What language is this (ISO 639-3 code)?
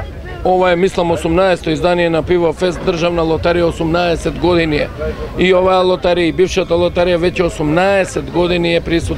mkd